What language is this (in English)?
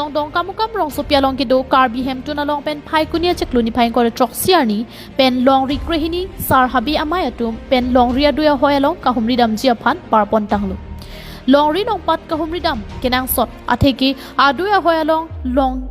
Karbi